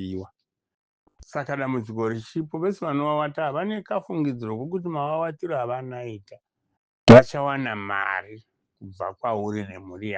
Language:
Shona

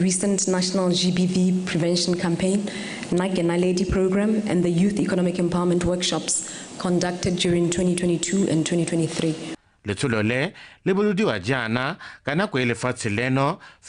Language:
Tswana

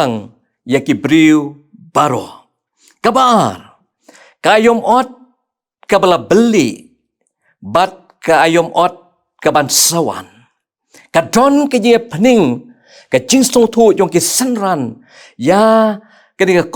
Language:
Khasi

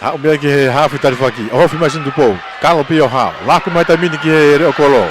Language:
Tongan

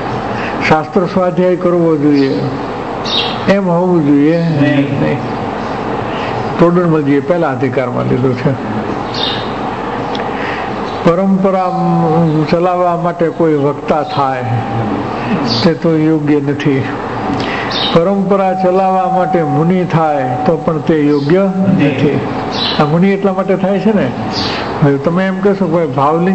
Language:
Gujarati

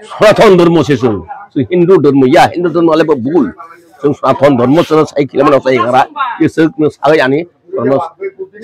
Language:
Kok Borok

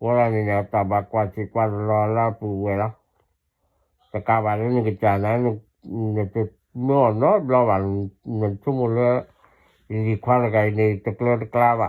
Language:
S'gaw Karen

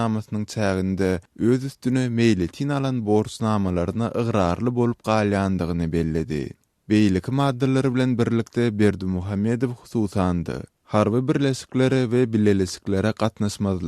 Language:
Turkmen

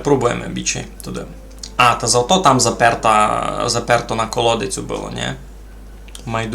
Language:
Rusyn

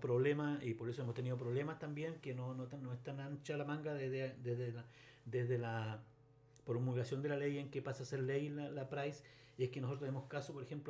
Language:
Spanish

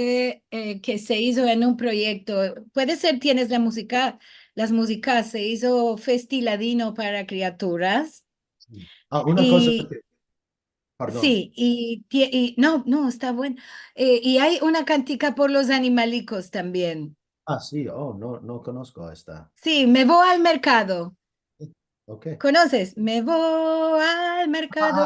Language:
Ladino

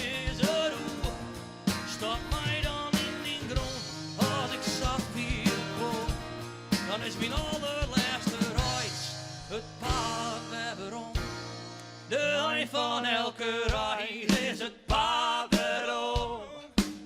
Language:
Western Frisian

